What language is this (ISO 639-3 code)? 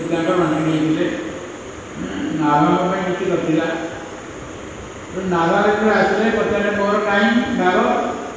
ori